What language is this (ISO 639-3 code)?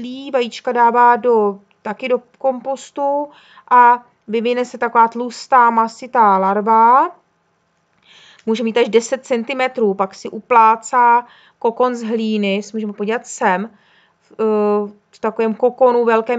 ces